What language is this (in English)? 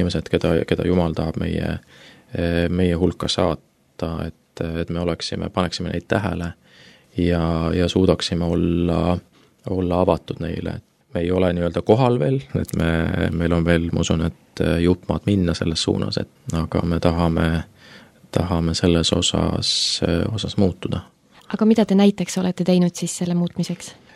Estonian